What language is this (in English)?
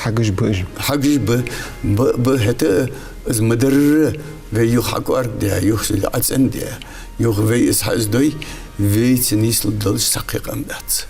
Ingush